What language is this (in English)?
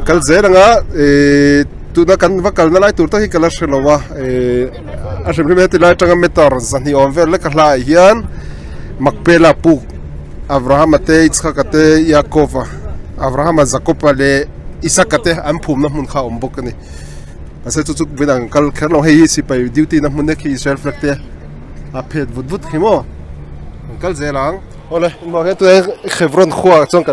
Mizo